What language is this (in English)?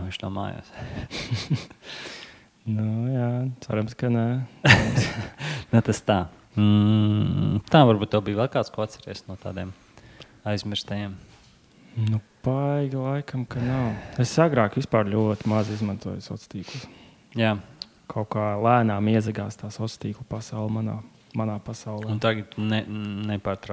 Latvian